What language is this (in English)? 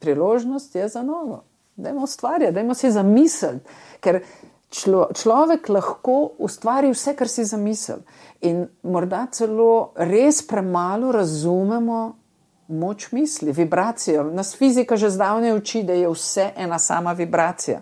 Slovenian